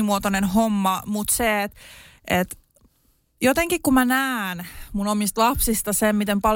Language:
Finnish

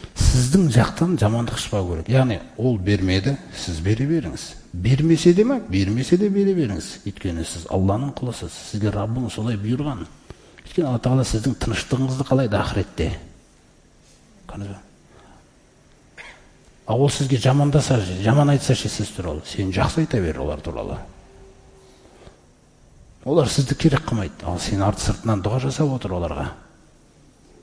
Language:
Kazakh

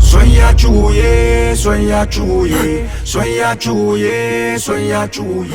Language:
Dagbani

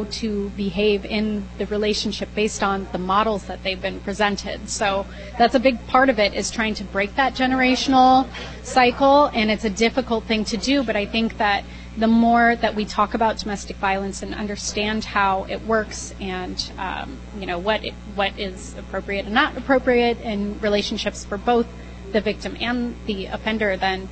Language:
English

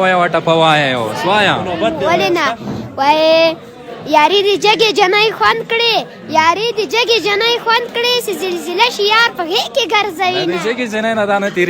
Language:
Pashto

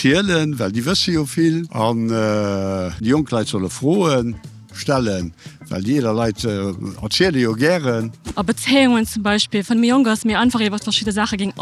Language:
Luxembourgish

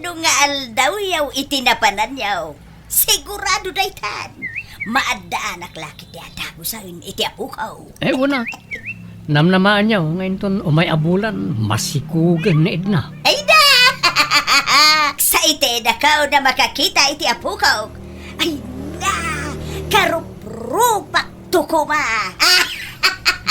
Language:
Iloko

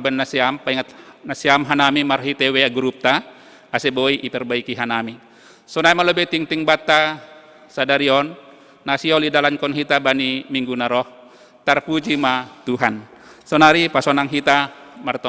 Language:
Batak Simalungun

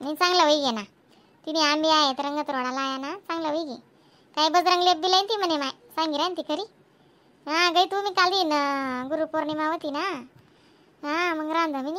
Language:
Khandesi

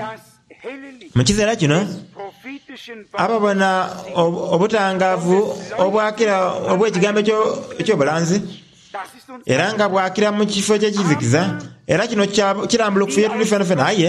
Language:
Soga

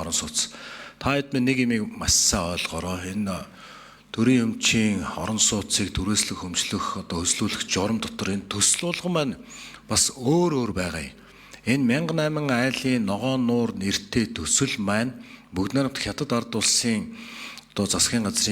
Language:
Mongolian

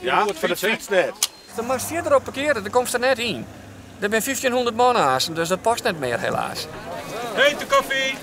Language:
Western Frisian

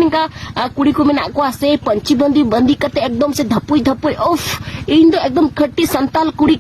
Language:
Santali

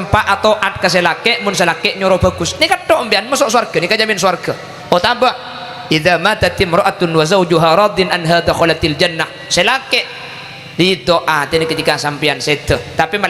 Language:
Madurese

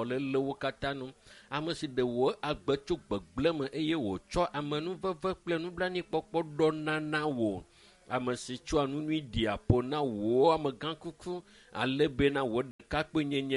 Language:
Ewe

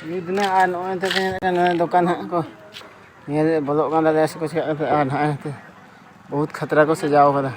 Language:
Santali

